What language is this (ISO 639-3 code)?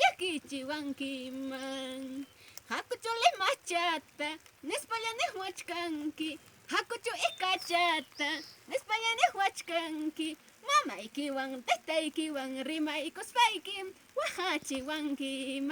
quy